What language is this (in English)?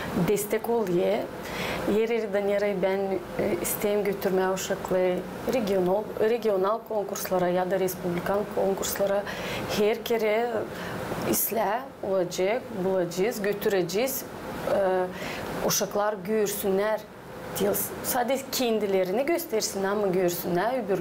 Gagauz